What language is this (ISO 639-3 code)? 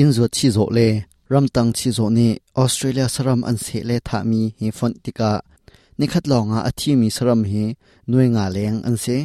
cnh